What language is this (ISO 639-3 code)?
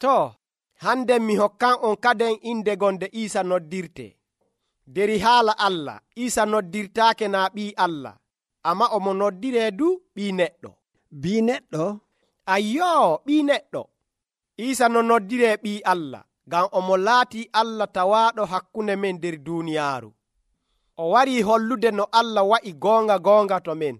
fuv